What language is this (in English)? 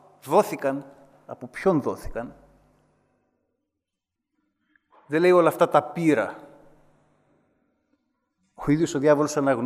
Greek